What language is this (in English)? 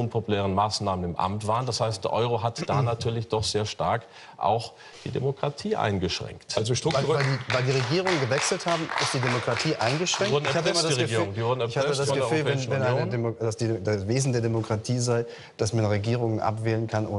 German